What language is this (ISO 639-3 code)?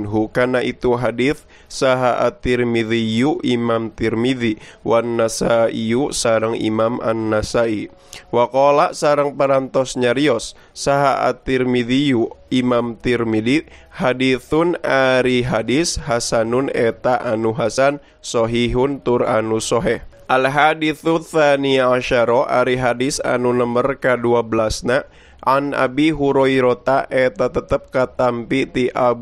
sun